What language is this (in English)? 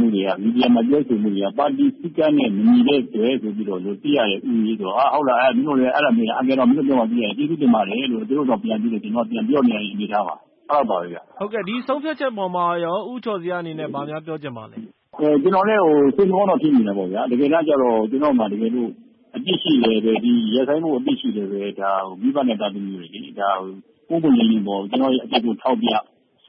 Burmese